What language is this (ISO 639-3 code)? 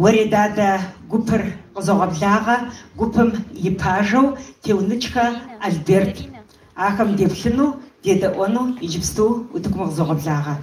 kbd